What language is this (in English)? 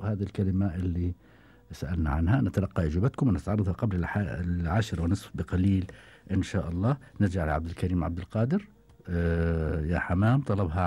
Gulf Arabic